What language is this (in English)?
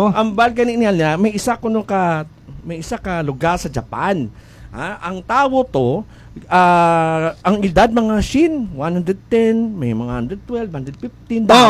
Hiligaynon